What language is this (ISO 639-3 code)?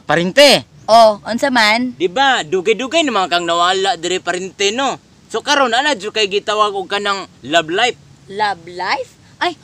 ceb